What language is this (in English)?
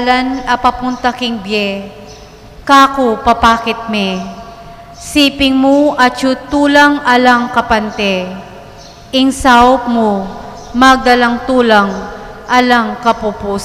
Pampanga